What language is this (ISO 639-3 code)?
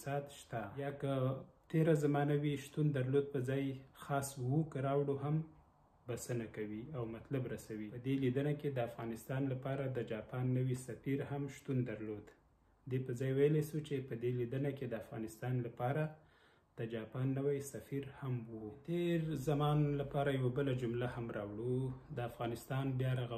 pus